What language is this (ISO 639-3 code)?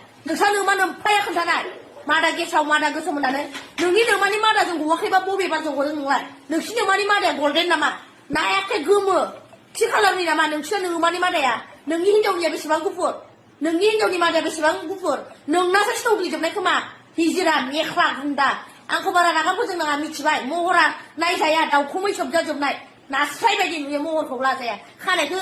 brx